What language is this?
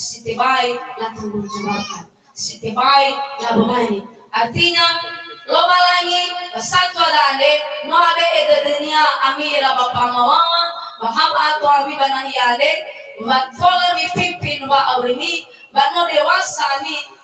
Nias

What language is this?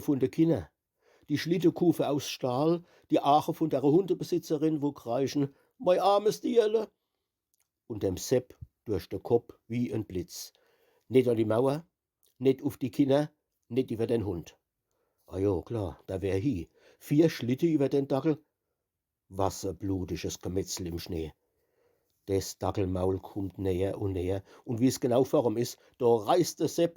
Palatine German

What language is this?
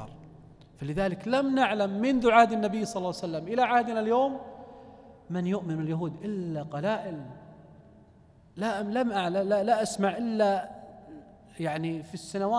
Arabic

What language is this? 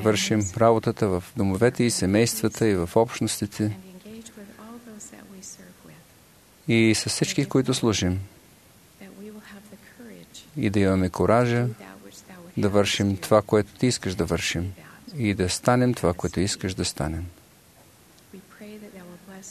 Bulgarian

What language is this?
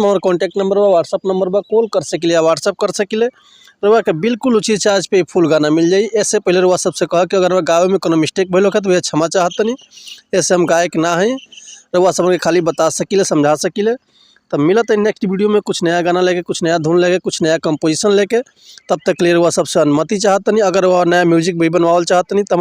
Bhojpuri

